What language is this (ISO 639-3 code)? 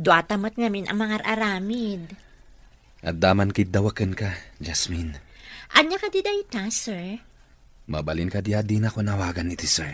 ilo